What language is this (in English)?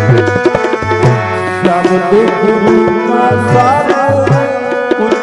Punjabi